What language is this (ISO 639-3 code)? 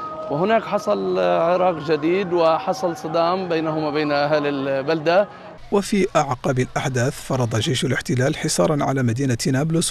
ara